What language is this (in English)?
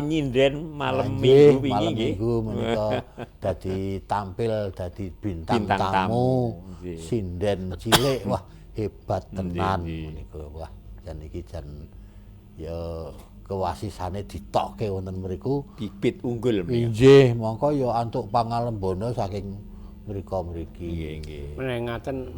Javanese